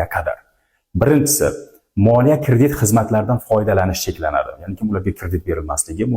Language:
Uzbek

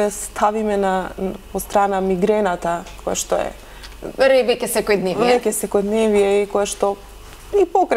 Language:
Macedonian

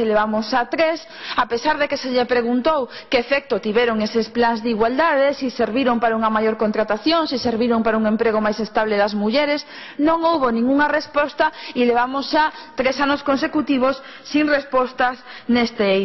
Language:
Galician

